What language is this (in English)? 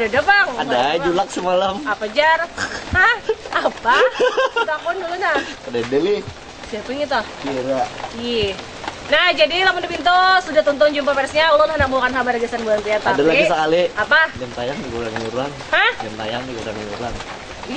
Banjar